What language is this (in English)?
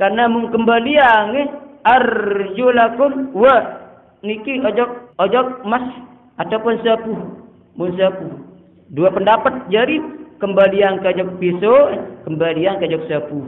Sasak